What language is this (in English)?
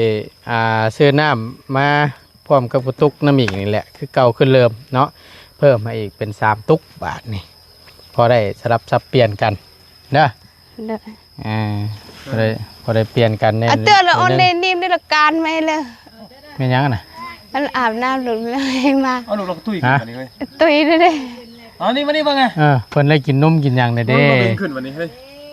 Northeastern Thai